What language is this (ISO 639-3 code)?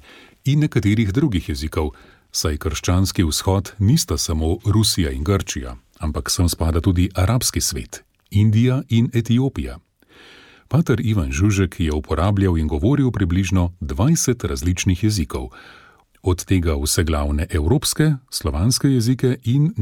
slv